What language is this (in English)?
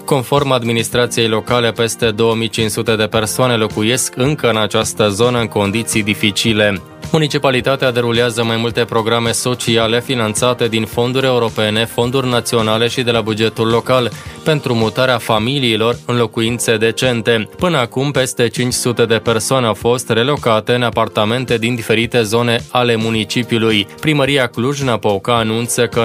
Romanian